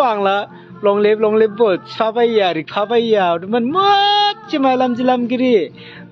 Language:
Dimasa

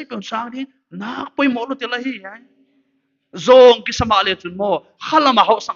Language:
Paite Chin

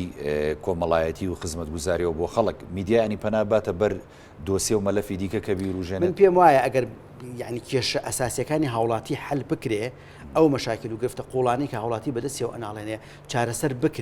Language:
Central Kurdish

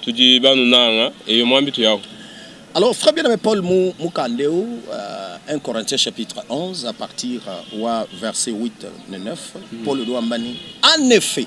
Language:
Luba-Lulua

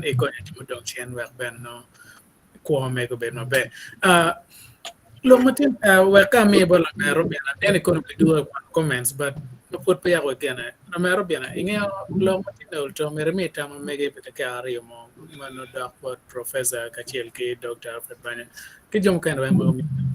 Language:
Acoli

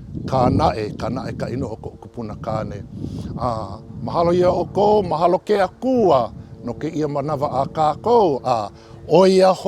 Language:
Hawaiian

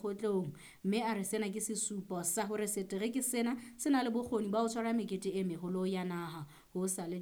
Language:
Southern Sotho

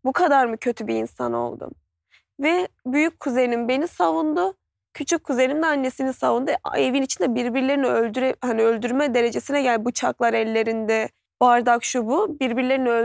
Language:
Turkish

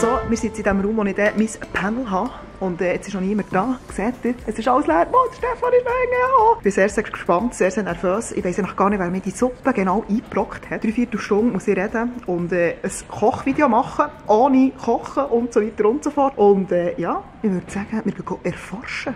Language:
Swiss German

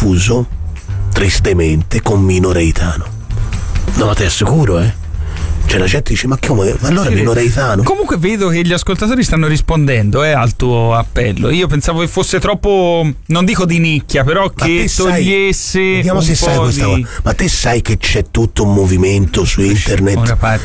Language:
Italian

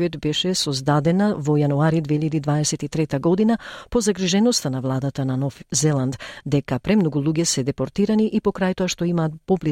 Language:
Macedonian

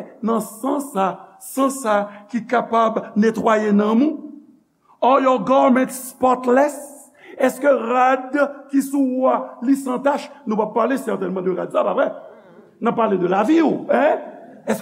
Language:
Haitian Creole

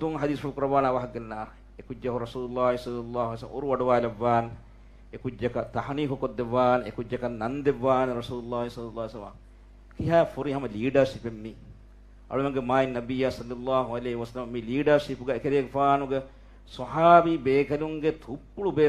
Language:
Divehi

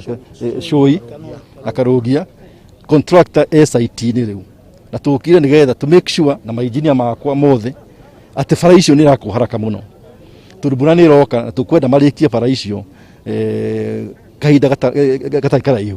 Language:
Kikuyu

